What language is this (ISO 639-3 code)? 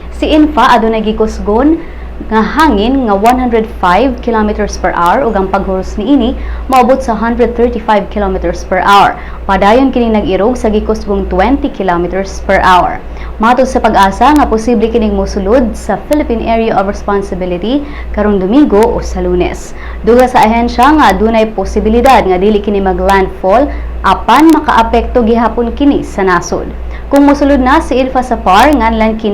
ceb